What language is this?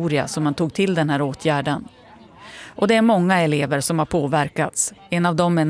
Swedish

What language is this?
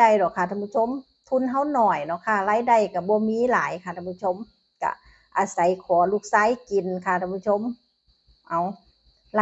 Northeastern Thai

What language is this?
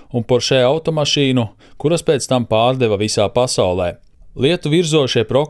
Latvian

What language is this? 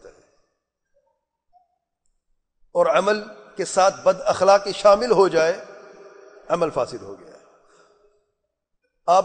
Urdu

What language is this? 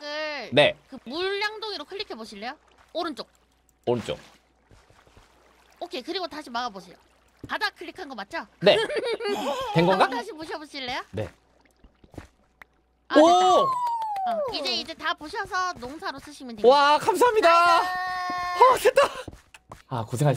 Korean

